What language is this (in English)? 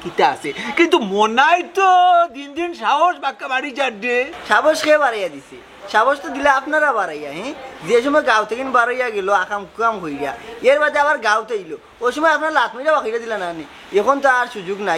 Sylheti